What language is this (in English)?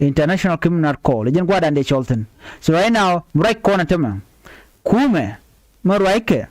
Nuer